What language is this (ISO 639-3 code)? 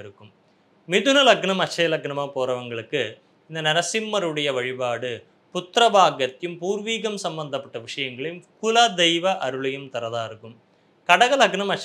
tam